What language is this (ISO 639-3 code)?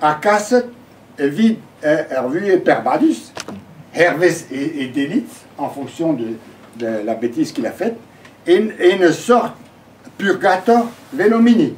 bre